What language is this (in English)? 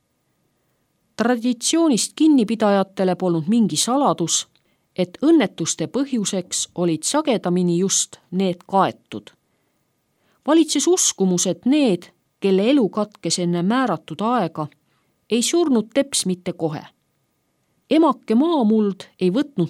Estonian